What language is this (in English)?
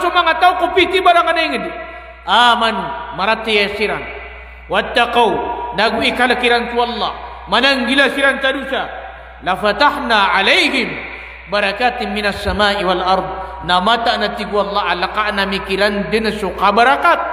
Maranao